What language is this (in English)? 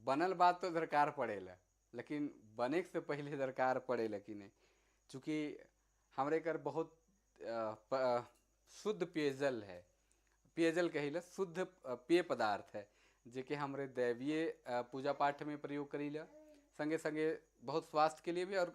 Sadri